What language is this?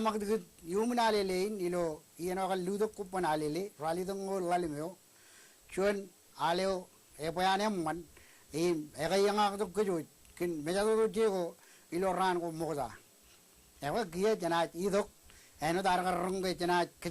Marshallese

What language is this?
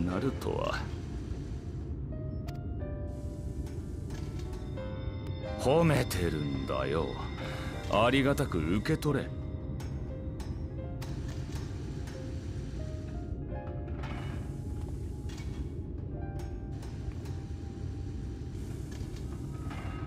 Japanese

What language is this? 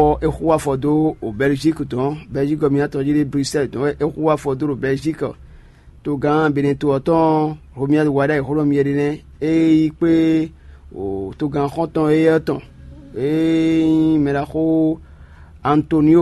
Fon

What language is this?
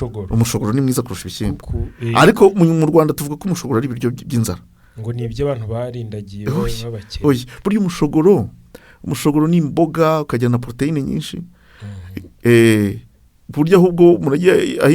Kinyarwanda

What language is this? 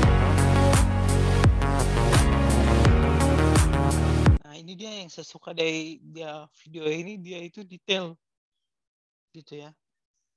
Indonesian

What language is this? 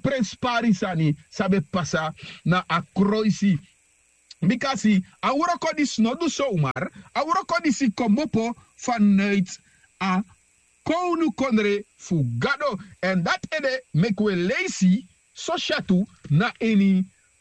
Sranan Tongo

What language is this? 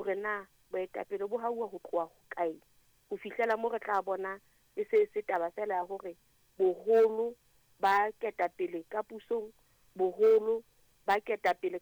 Southern Sotho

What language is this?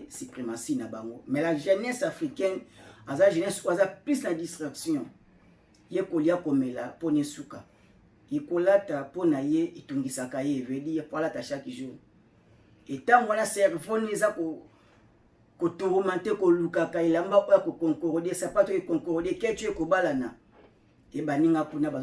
Lingala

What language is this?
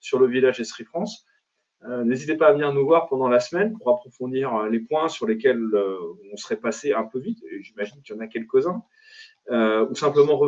French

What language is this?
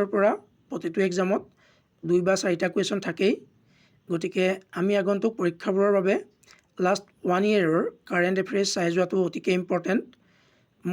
Assamese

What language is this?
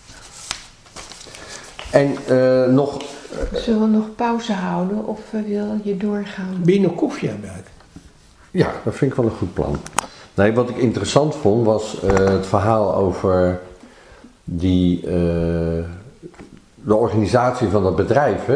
Dutch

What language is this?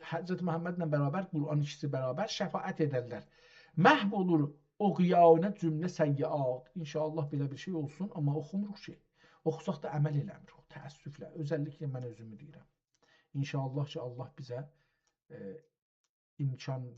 South Azerbaijani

